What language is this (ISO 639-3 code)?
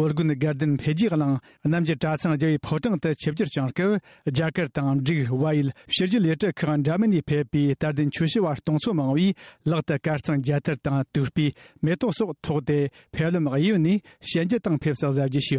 bod